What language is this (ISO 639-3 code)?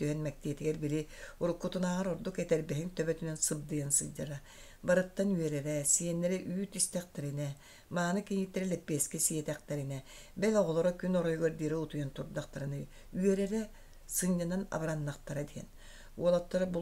sah